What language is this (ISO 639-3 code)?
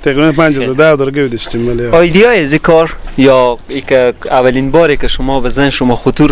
fas